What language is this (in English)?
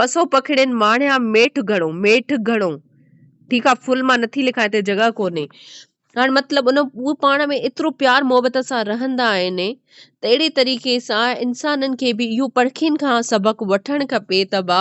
Sindhi